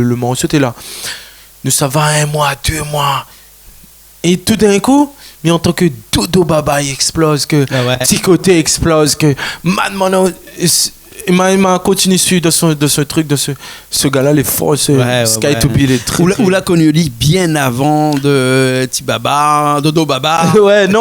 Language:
Réunion Creole French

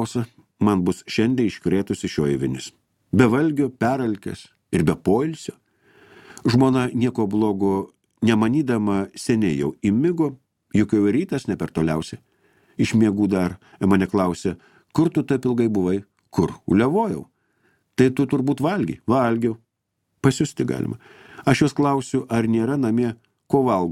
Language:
Lithuanian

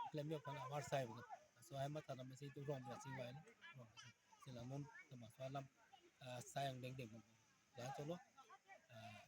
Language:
Karbi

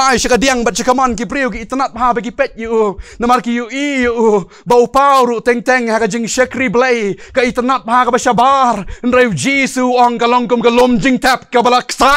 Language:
Khasi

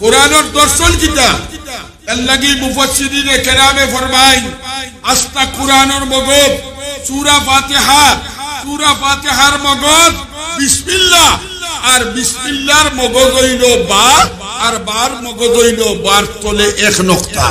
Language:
Sylheti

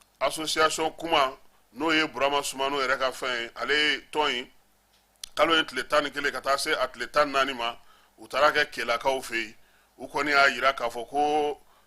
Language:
Bambara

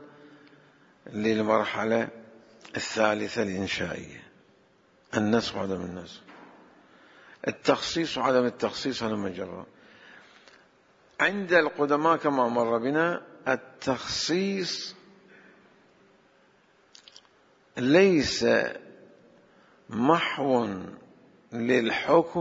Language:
Arabic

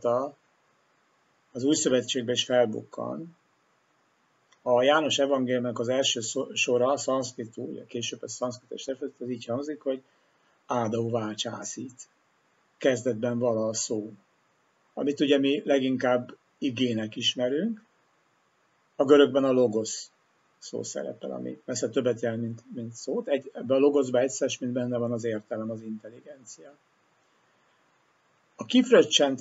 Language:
Hungarian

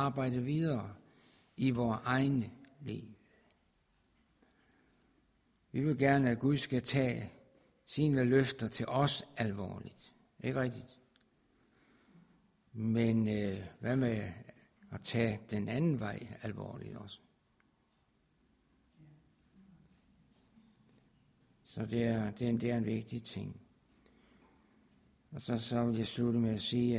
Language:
Danish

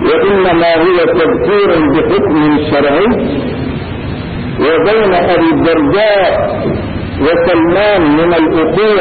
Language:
Arabic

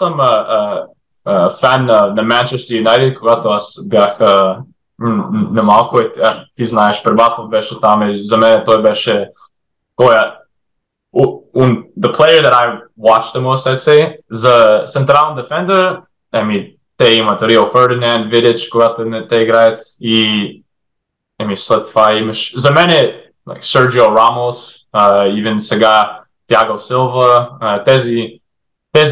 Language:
Bulgarian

